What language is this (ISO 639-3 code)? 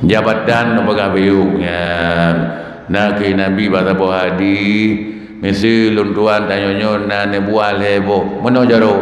ace